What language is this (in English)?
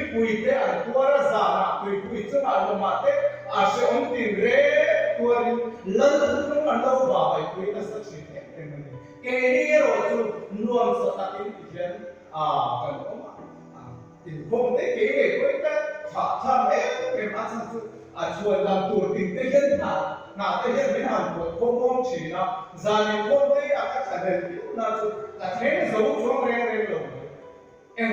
Mizo